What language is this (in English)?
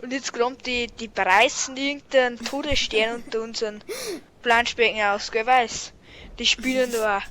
Bavarian